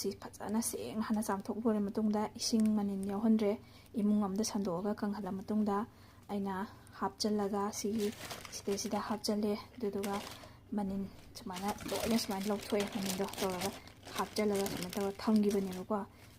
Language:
Manipuri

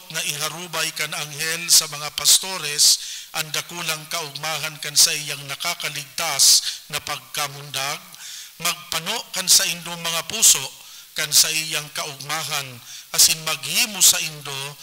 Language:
Bikol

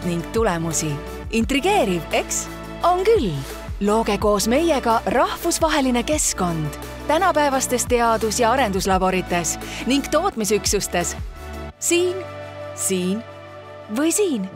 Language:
Estonian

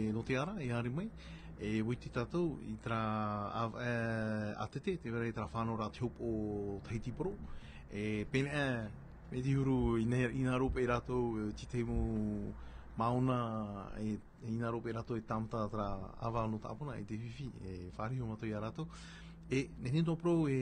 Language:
Tahitian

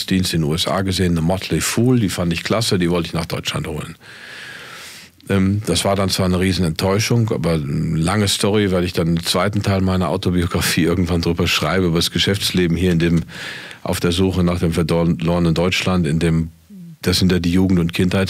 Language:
German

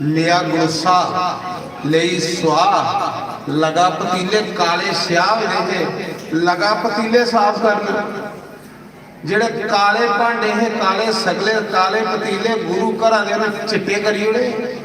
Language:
Dogri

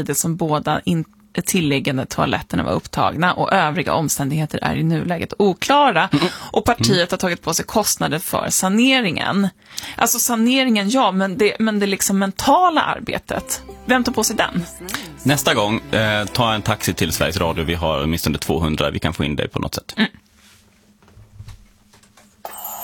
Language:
Swedish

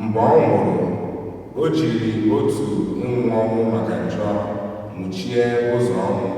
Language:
Igbo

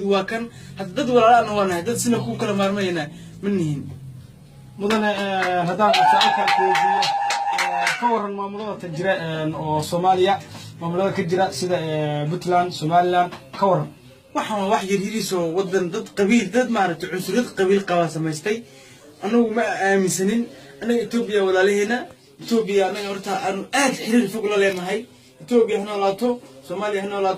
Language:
Somali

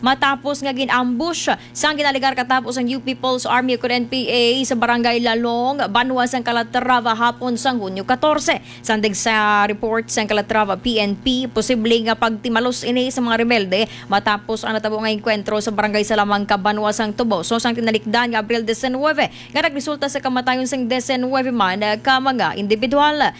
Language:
Hiligaynon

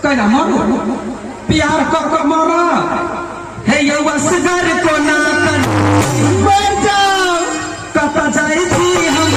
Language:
Maithili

